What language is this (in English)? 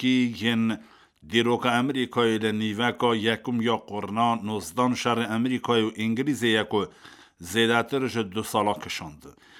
Kurdish